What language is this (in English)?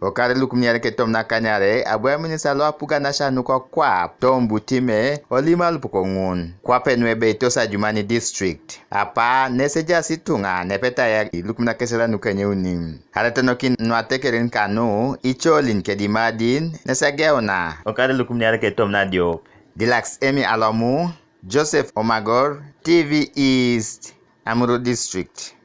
Teso